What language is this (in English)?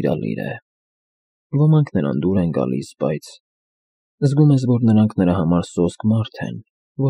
Armenian